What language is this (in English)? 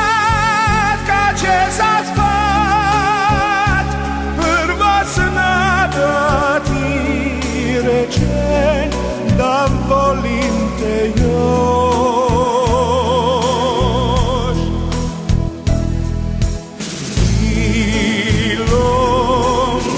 Croatian